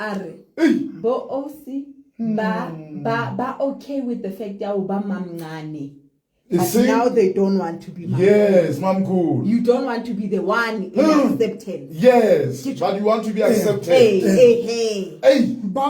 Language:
Southern Sotho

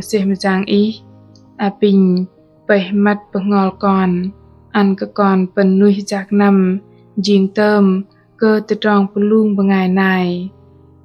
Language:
Bahnar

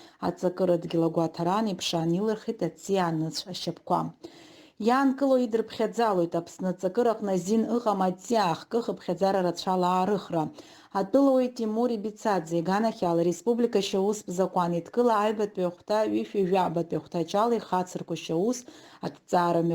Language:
Abkhazian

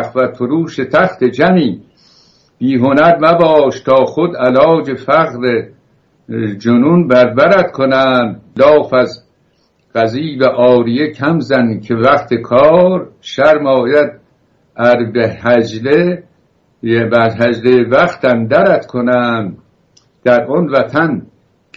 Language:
Persian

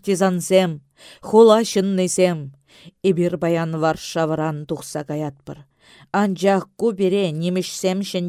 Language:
Chuvash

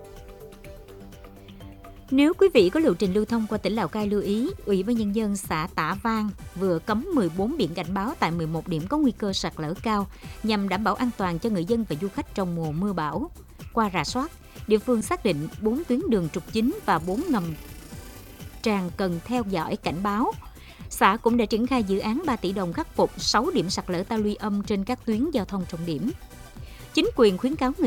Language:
Vietnamese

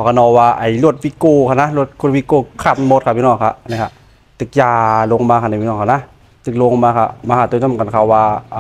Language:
Shan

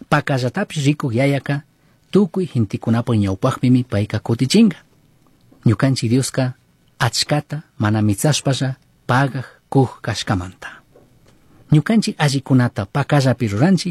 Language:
Chimborazo Highland Quichua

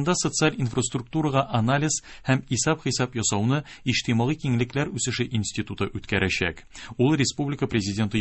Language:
Tatar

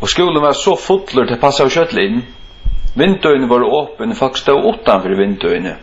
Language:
Faroese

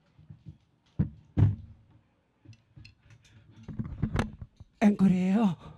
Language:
Korean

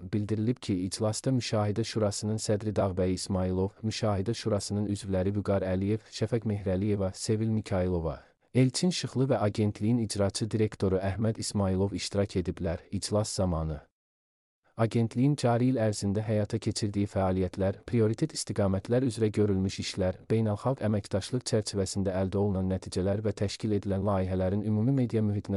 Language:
Azerbaijani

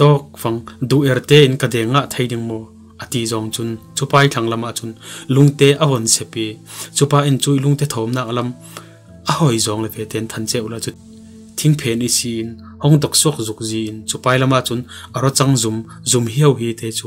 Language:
Falam Chin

